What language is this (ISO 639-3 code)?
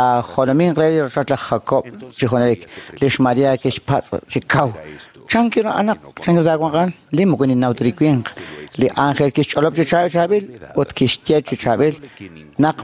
kek